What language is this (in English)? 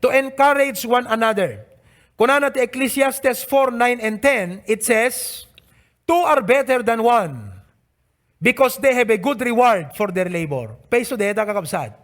Iloko